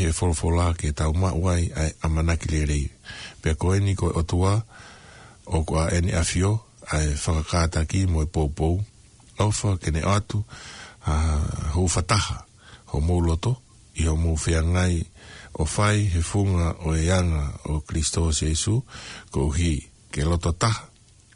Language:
Tongan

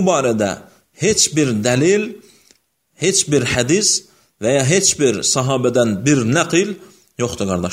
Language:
Azerbaijani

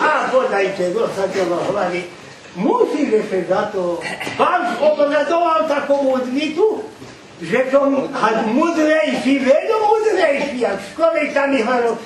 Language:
Rusyn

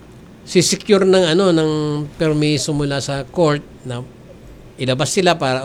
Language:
Filipino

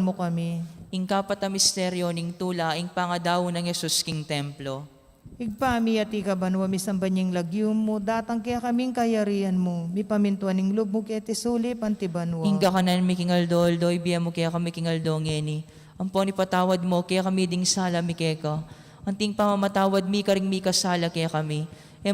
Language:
Pampanga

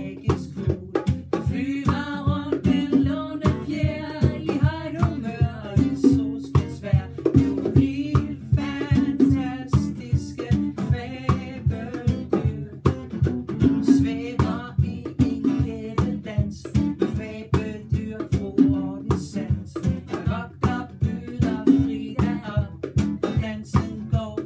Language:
Danish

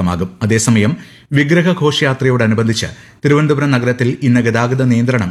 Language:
Malayalam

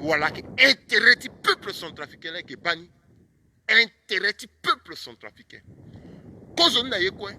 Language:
Sango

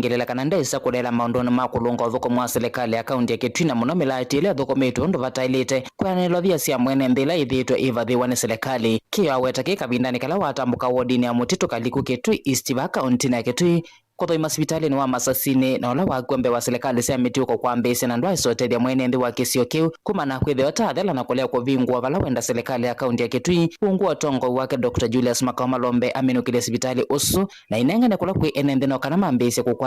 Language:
Kamba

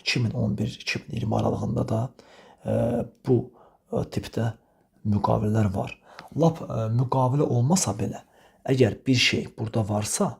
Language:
Azerbaijani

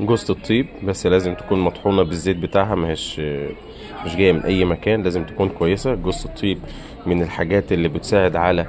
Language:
Egyptian Arabic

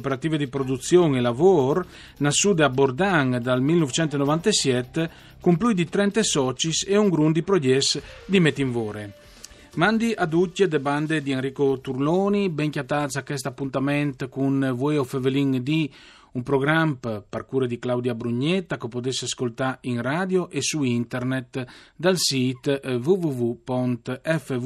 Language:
Friulian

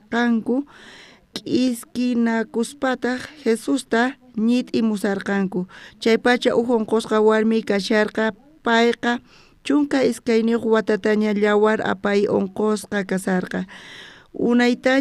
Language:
South Bolivian Quechua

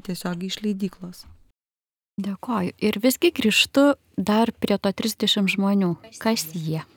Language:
Lithuanian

